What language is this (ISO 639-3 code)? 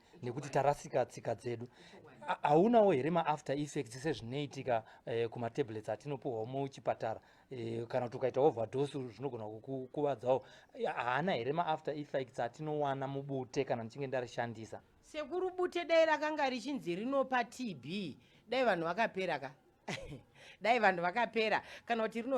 sna